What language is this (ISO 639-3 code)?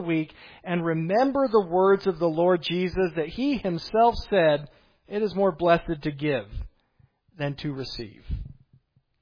eng